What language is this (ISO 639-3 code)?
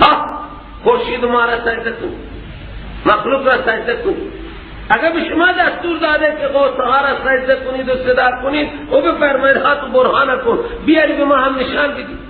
fas